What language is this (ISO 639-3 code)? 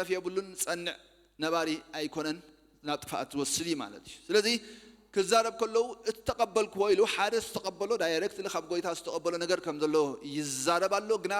tir